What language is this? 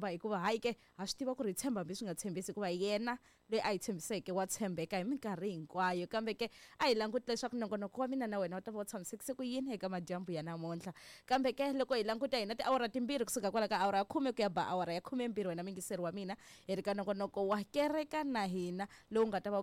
Tsonga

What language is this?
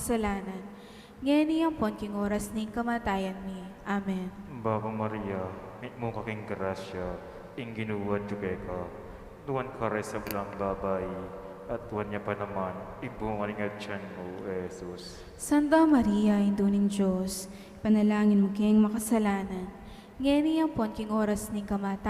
Pampanga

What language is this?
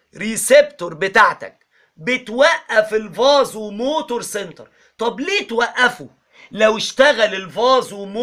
Egyptian Arabic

